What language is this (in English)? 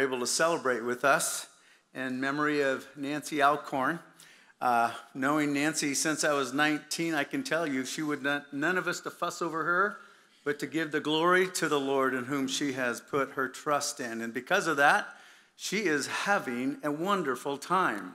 English